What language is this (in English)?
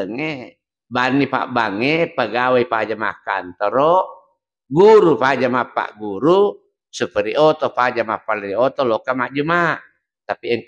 Buginese